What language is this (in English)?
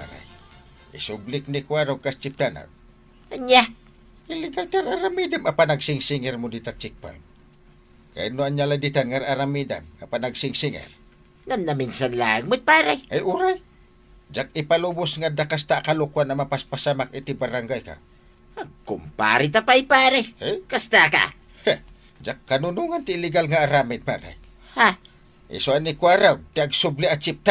Iloko